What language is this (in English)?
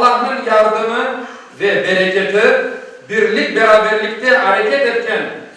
Crimean Tatar